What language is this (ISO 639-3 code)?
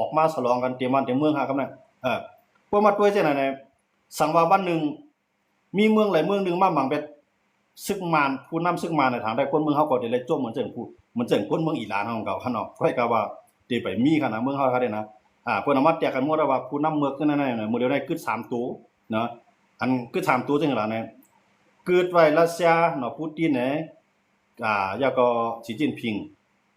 shn